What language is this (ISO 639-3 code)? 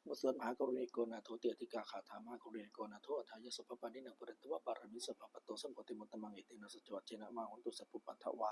pli